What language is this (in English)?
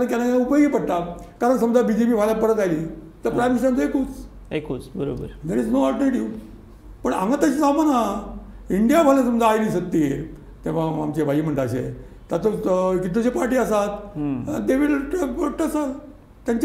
Konkani